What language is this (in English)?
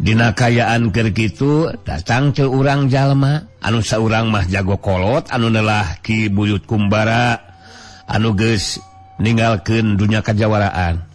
Sundanese